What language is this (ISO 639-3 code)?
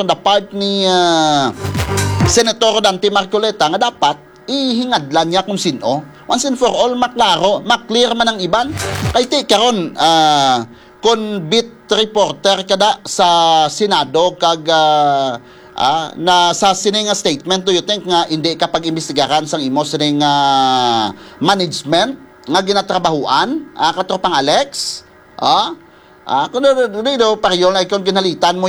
hil